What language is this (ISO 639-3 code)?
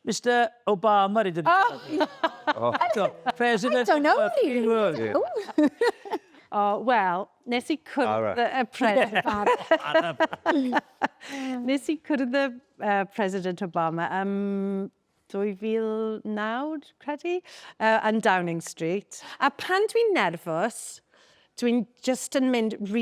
cym